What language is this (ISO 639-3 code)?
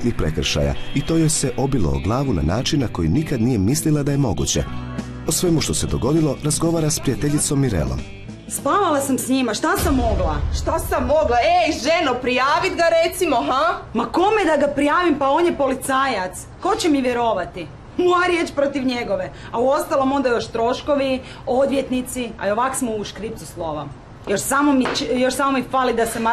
hrv